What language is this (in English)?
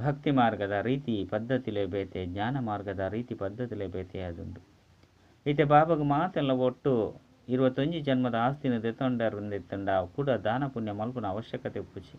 Tulu